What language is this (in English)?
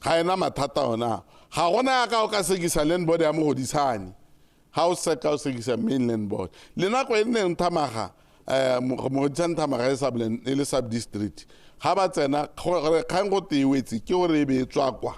Tswana